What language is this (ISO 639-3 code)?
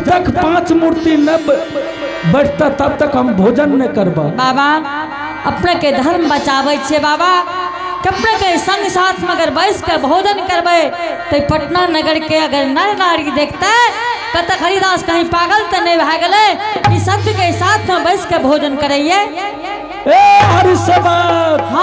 anp